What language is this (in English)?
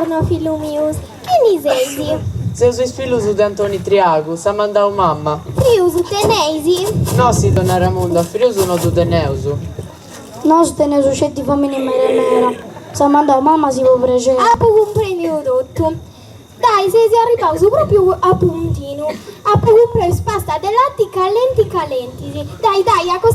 Sardinian